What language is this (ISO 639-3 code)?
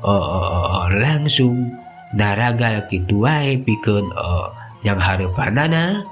sun